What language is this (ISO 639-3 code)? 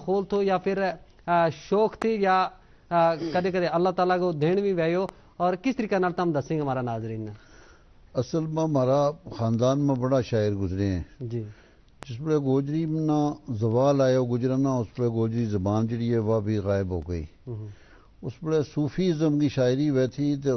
gju